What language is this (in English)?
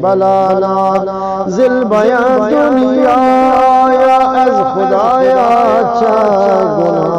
Eastern Balochi